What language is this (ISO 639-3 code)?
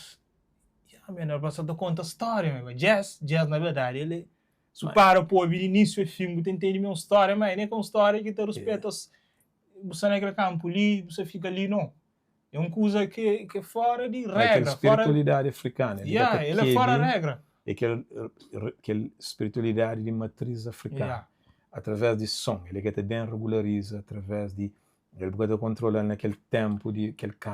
kea